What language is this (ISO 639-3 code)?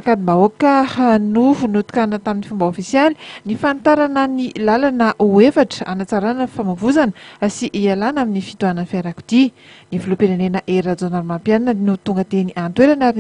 mlg